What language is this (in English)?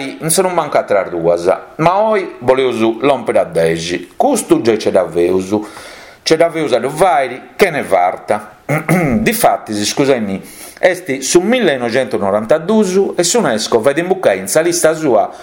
Sardinian